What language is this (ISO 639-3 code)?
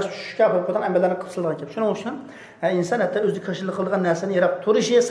uig